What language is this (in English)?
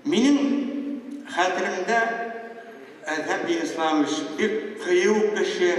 Bashkir